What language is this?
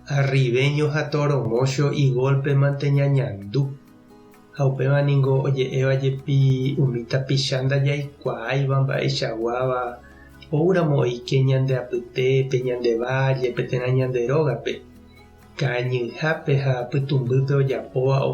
Guarani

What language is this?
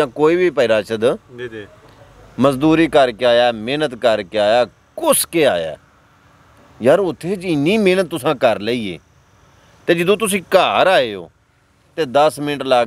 Punjabi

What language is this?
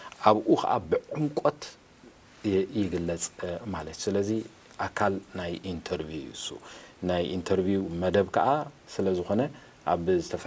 Tigrinya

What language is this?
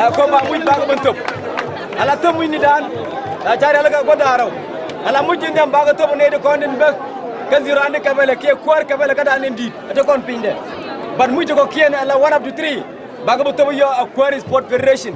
Nuer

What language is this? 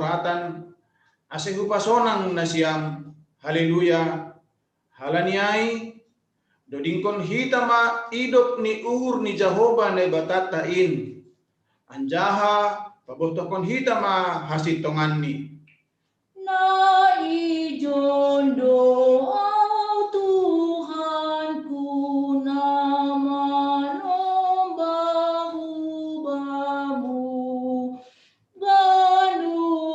Batak Simalungun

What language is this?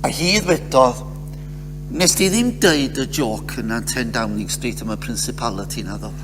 Welsh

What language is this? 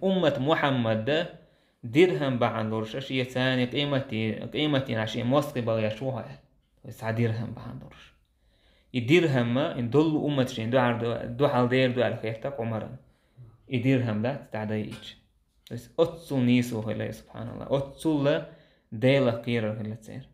Chechen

